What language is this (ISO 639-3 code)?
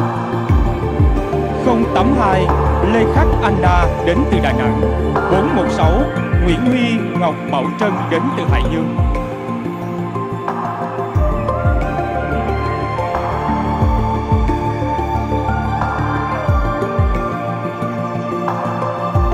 vie